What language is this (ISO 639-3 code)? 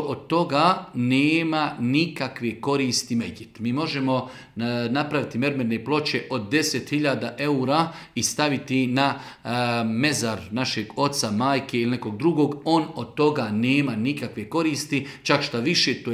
bos